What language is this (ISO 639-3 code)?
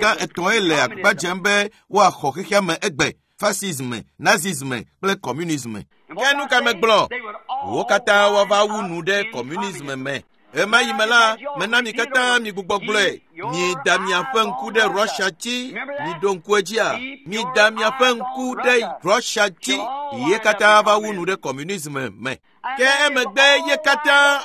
ewe